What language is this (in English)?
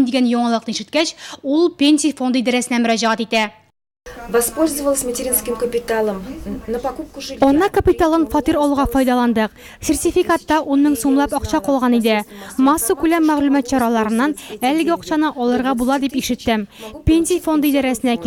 Tatar